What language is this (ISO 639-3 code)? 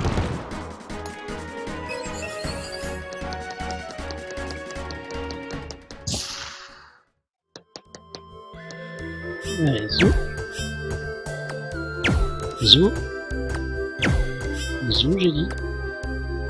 fra